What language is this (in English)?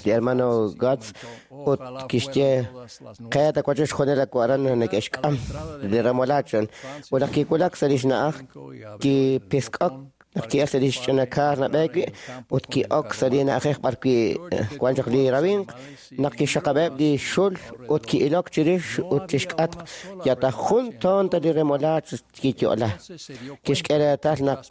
Kekchí